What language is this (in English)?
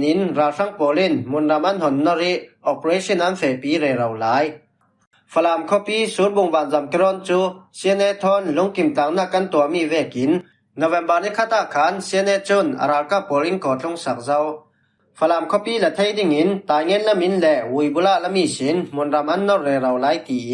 Falam Chin